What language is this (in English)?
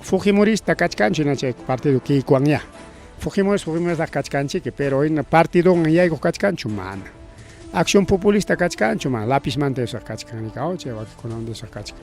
Ayacucho Quechua